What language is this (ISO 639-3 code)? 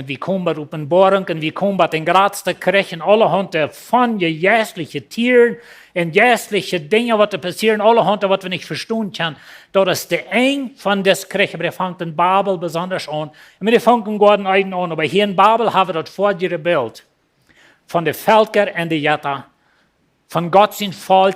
pdt